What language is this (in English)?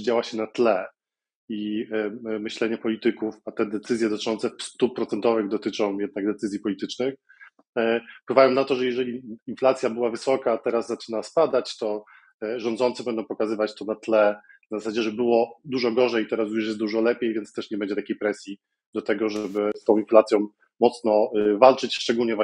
Polish